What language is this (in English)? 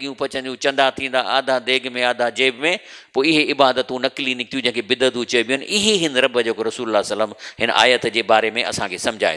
Sindhi